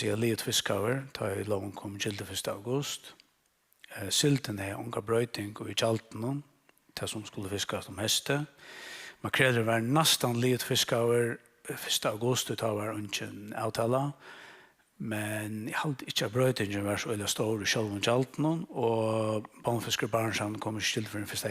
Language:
Faroese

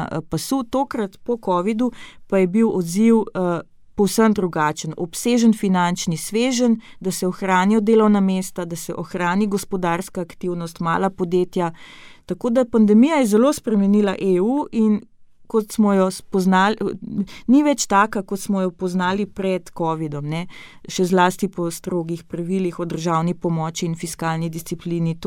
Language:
Slovenian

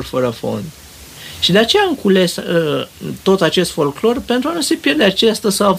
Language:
Romanian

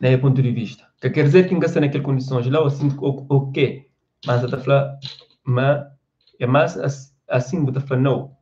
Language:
Kabuverdianu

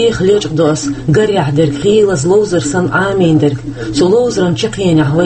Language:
Chechen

